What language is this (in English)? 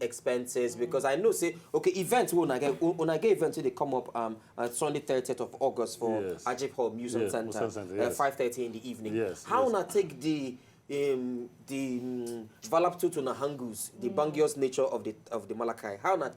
Nigerian Pidgin